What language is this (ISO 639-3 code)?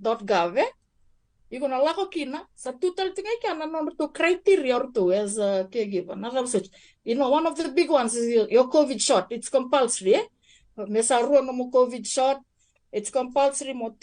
fij